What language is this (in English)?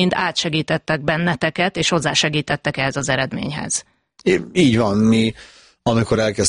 Hungarian